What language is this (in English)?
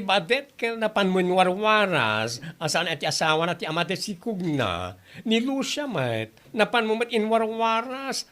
Iloko